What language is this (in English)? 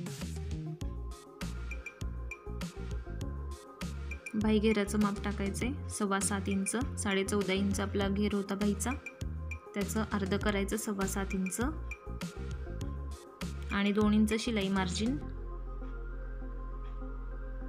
Marathi